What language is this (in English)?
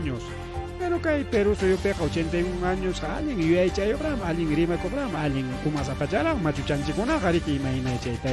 Ayacucho Quechua